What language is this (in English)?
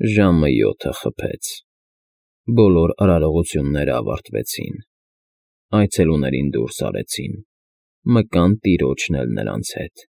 Armenian